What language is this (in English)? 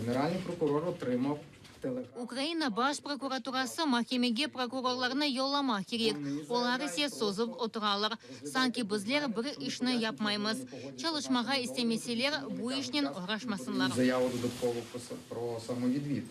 Crimean Tatar